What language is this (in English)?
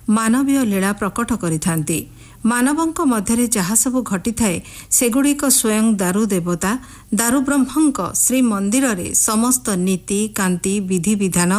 Odia